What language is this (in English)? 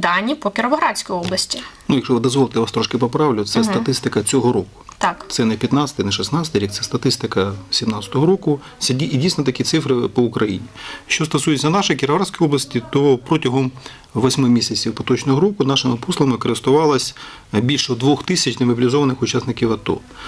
Ukrainian